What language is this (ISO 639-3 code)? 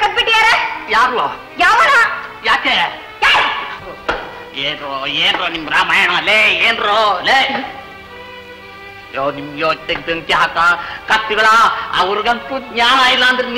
kan